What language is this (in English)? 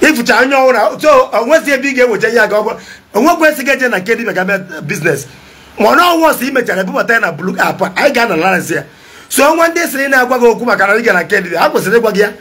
Igbo